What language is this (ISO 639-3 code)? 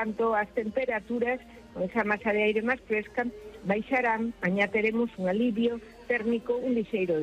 glg